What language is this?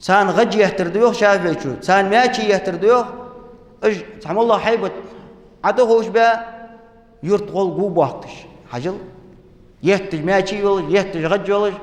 Ingush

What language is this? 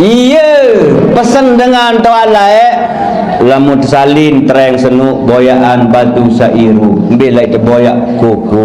Sasak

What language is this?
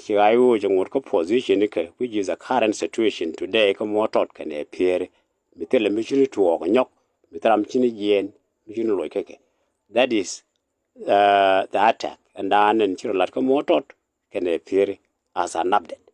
Nuer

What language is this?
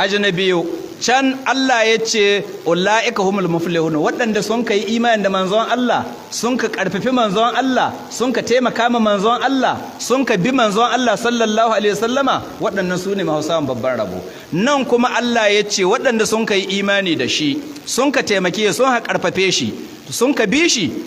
Hausa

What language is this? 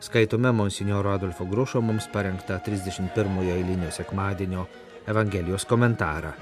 Lithuanian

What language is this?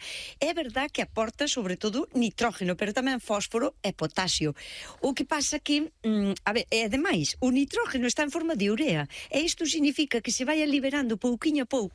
Galician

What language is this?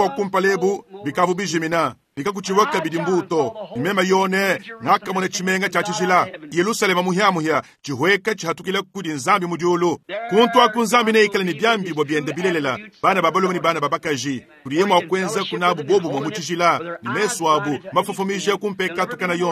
Luba-Lulua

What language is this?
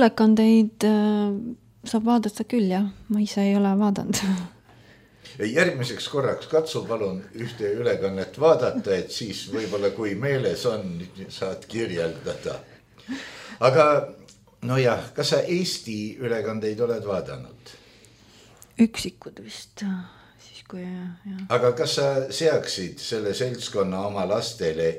Estonian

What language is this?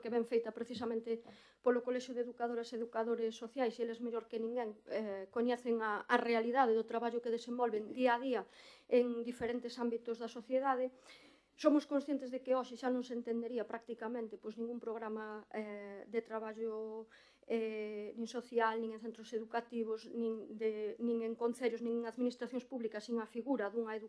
Galician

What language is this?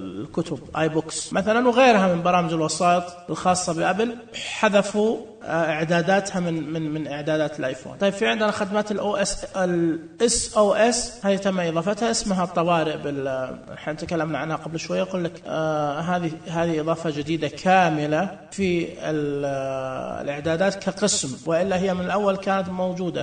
Najdi Arabic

